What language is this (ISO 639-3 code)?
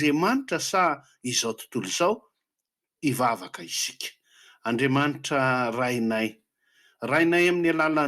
mlg